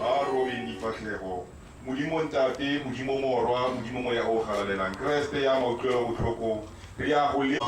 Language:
Tswana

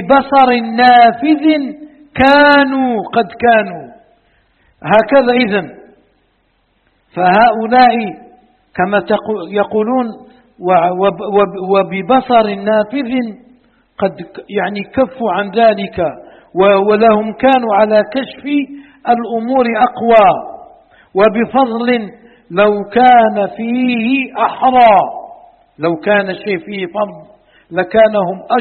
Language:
Arabic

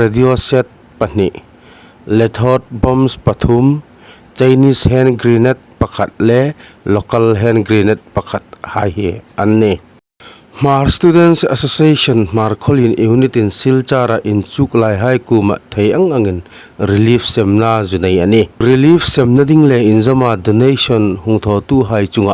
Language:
Hmar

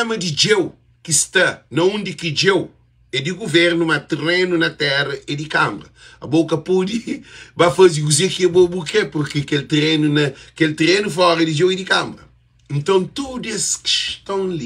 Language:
Kabuverdianu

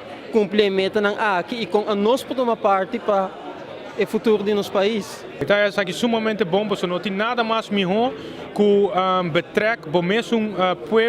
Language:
Papiamento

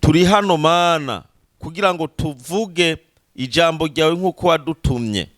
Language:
Rundi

